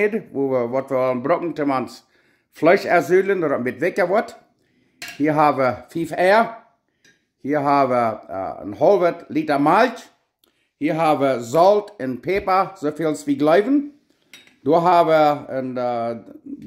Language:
Plautdietsch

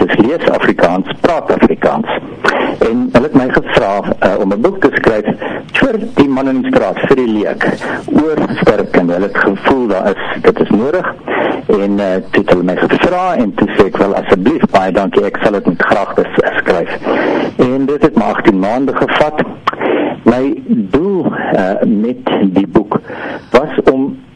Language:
Afrikaans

